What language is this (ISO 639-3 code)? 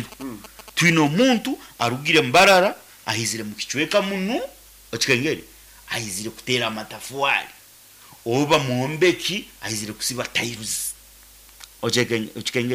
nyn